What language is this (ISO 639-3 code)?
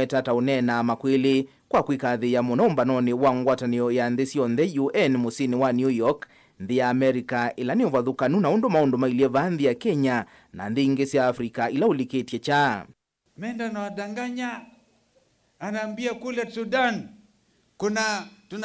kam